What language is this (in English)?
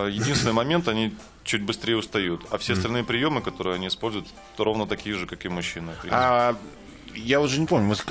Russian